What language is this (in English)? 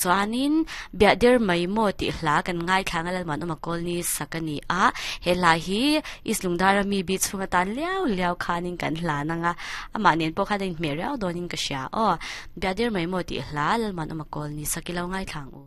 Mizo